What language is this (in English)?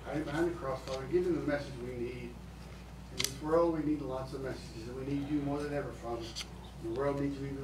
English